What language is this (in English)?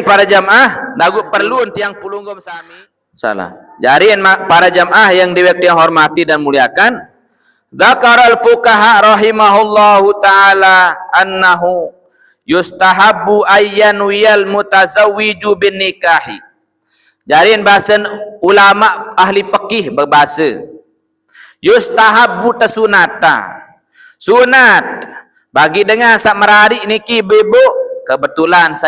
Sasak